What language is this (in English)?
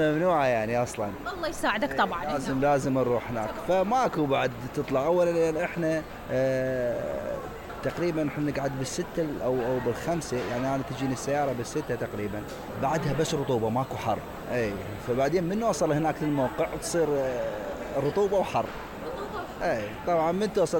Mesopotamian Arabic